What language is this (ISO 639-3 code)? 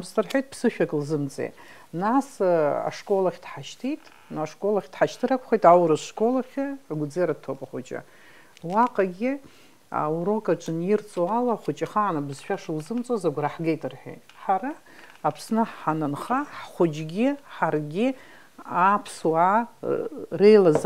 abk